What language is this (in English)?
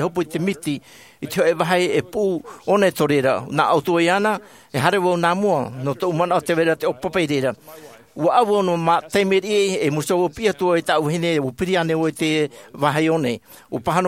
Tahitian